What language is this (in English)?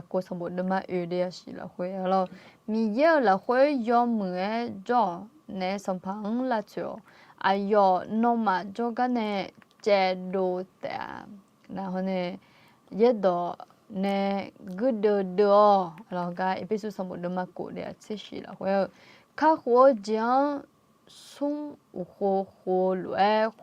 Akha